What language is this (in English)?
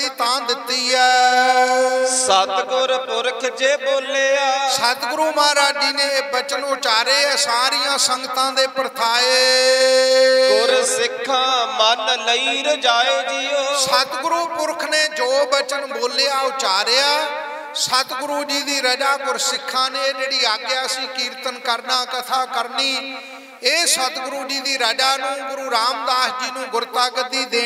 Punjabi